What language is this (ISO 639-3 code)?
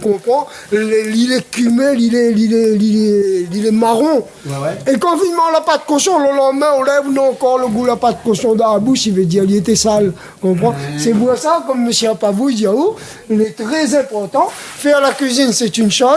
rcf